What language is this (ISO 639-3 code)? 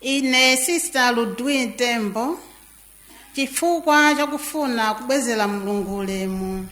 nya